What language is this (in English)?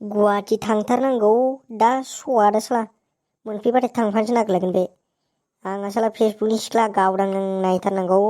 Bodo